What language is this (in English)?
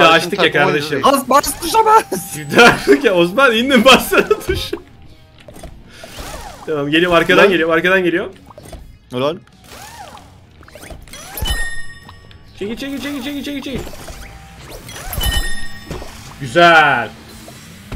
Turkish